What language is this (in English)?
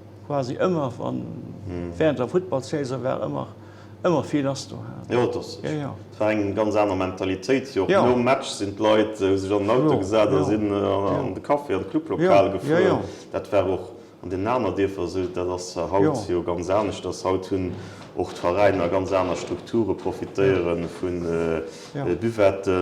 Luxembourgish